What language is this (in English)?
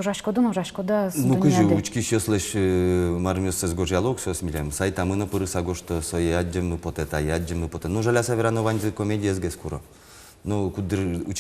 Udmurt